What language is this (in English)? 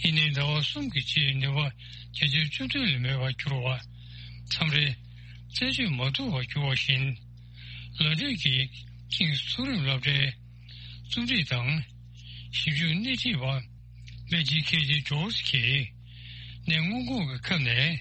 Tibetan